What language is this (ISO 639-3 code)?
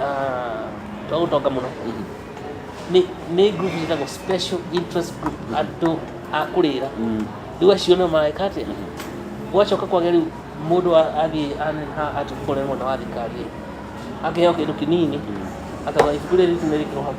kik